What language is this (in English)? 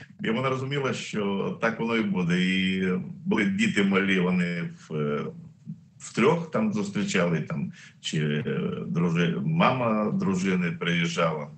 Ukrainian